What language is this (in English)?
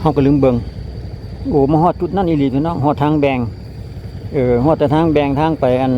Lao